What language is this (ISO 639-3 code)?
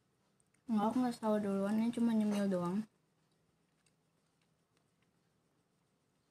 ind